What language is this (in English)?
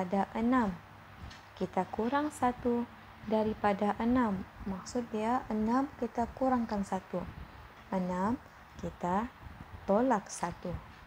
Malay